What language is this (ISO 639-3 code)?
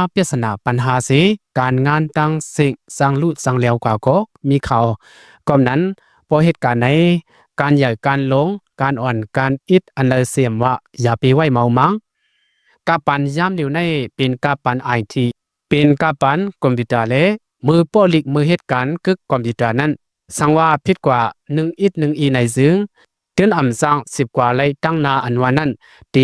shn